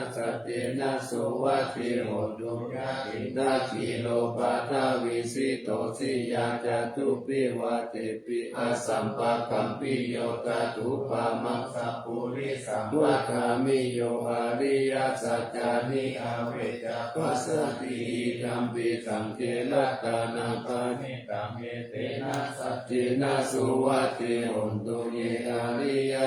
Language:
Pali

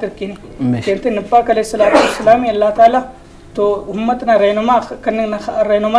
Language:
Brahui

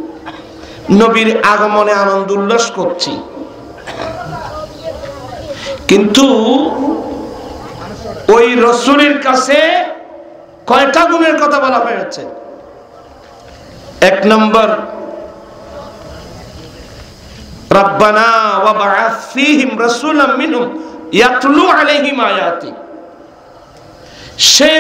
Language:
Bangla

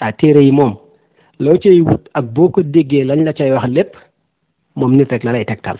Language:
Wolof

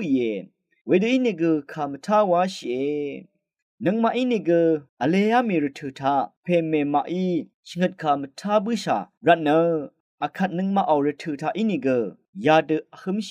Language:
Rawang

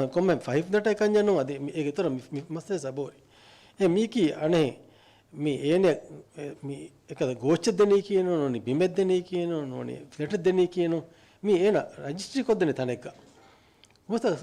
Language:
Divehi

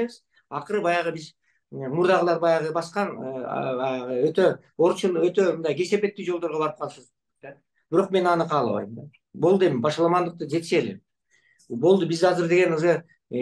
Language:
Kyrgyz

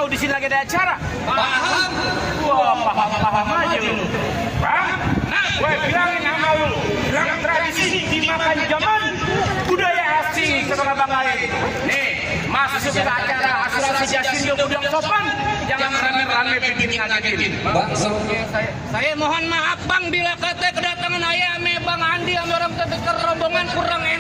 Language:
Betawi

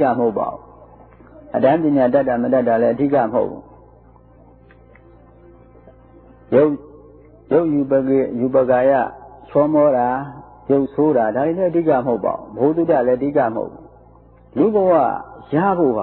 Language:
Burmese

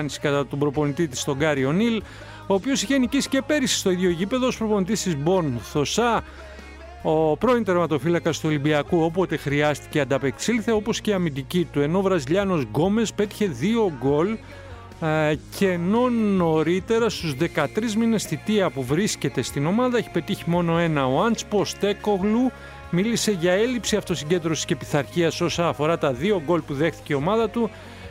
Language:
Greek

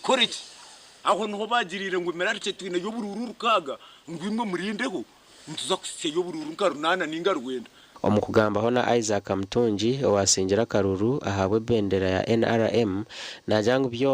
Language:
Nyankole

